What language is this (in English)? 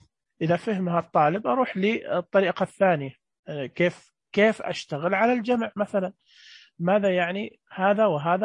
Najdi Arabic